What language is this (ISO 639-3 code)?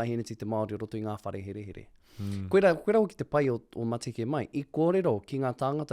mri